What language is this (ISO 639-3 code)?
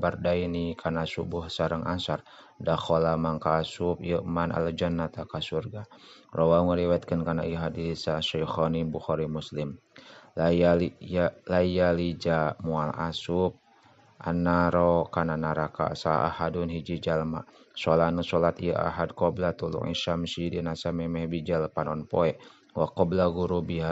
sun